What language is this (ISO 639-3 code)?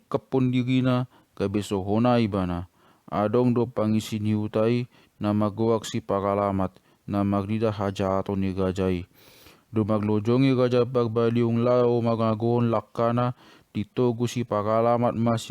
bbc